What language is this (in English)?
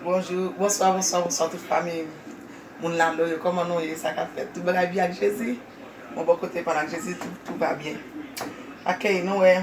Haitian Creole